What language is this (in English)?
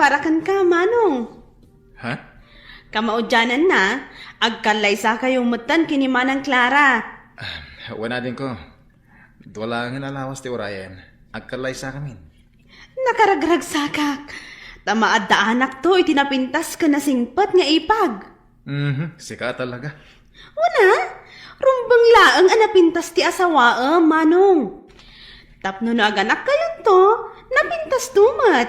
Iloko